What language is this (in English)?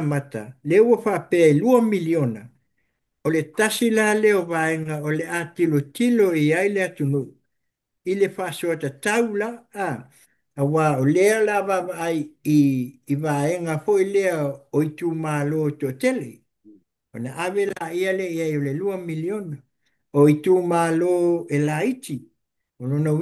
Samoan